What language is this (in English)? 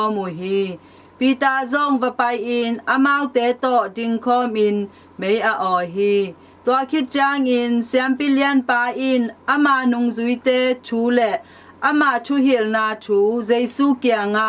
Tedim Chin